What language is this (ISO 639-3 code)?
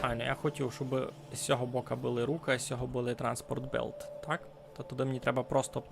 rue